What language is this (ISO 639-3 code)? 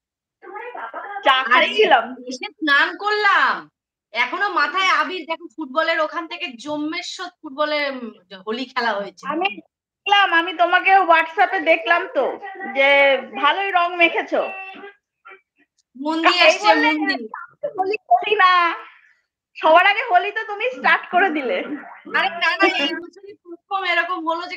ben